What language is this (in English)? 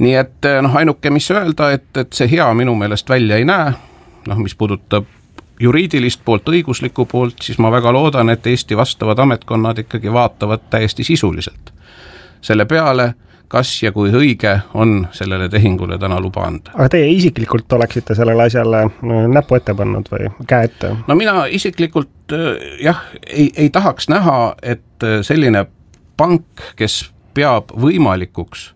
Estonian